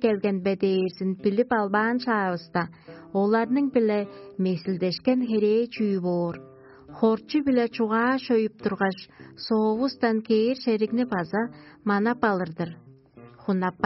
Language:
Tuvinian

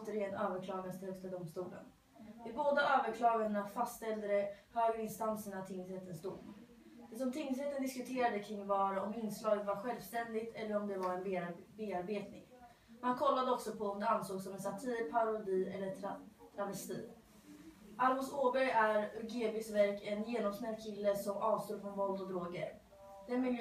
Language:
Swedish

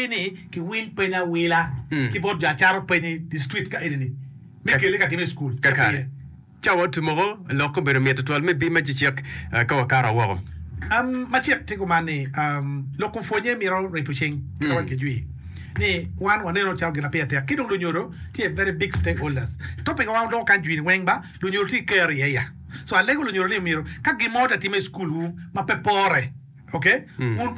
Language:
Acoli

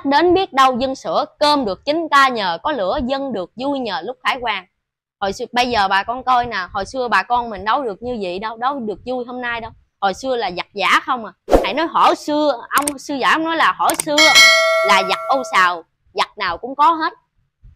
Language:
Vietnamese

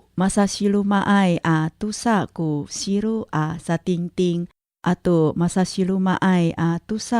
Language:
Amis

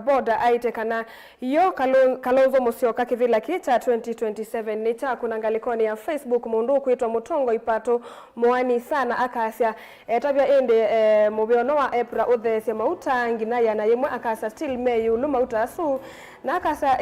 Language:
Kamba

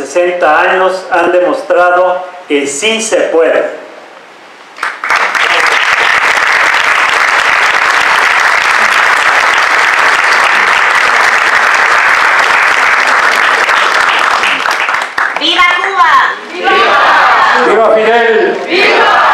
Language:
Spanish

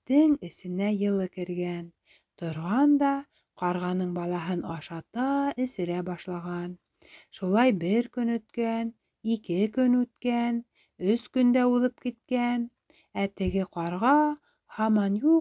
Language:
Bashkir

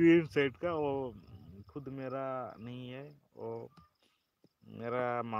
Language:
Santali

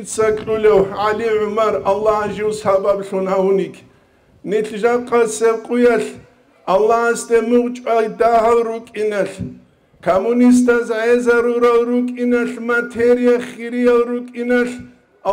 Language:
Avaric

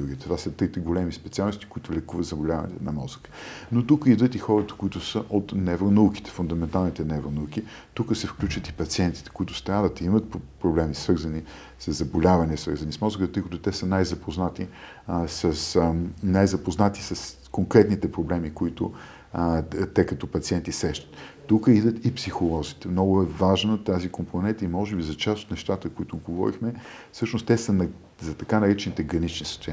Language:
Bulgarian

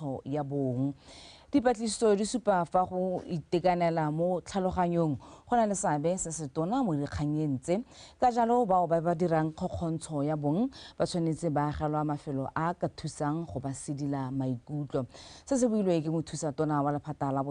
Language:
Tswana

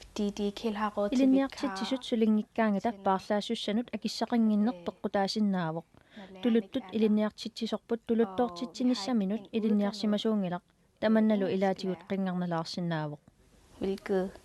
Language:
Kalaallisut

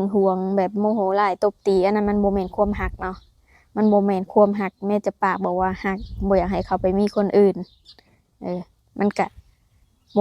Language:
Lao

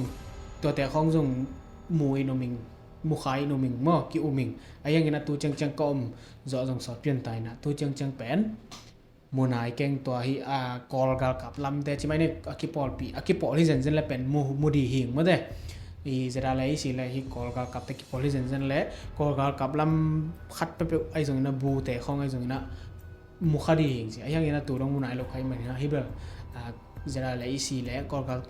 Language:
Tedim Chin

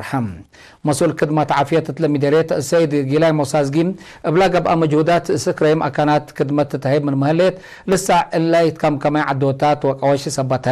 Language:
Tigre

